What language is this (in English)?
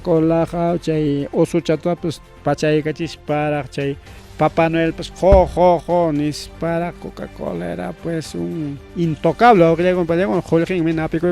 Ayacucho Quechua